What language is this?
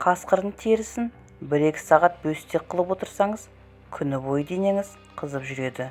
Kazakh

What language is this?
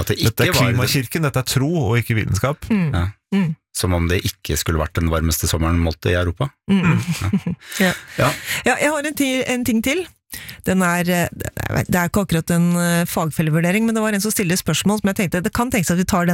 Norwegian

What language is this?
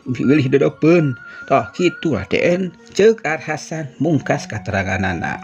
Sundanese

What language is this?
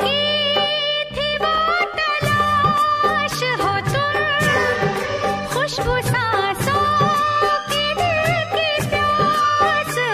Hindi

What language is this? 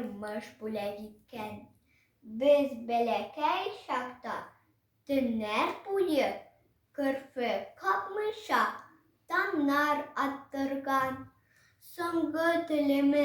Tatar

